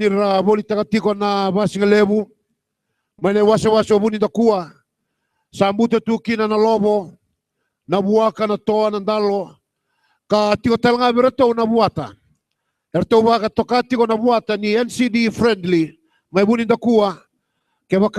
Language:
Fijian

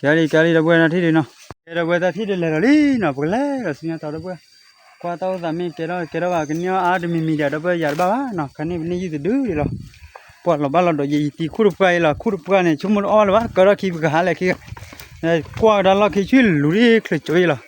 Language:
S'gaw Karen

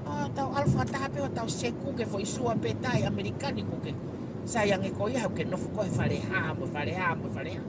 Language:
Tongan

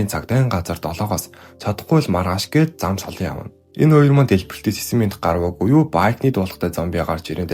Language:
Mongolian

